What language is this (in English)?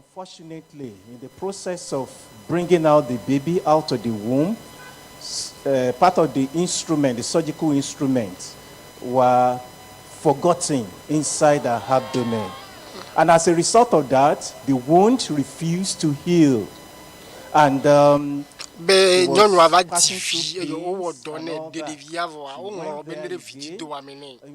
Ewe